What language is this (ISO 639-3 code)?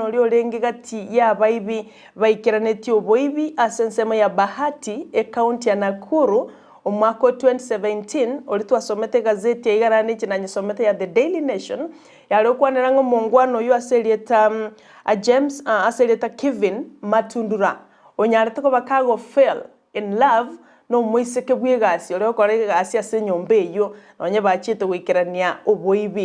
guz